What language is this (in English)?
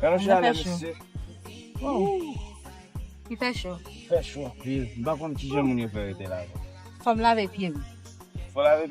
Haitian Creole